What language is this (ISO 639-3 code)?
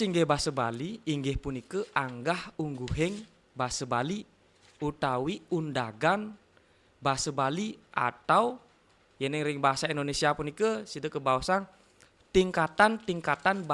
ban